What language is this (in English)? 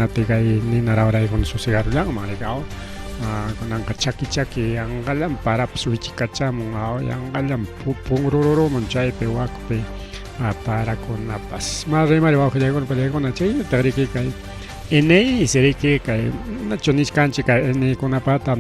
Ayacucho Quechua